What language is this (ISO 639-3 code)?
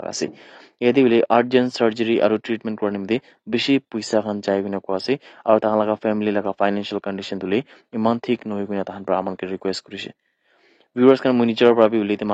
nag